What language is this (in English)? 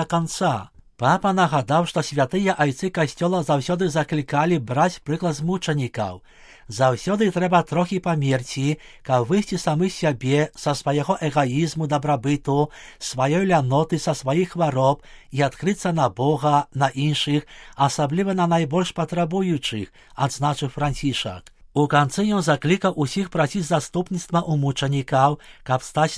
Belarusian